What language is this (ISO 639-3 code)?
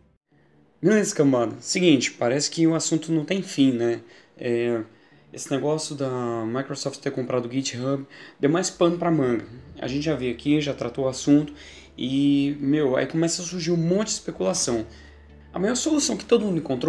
por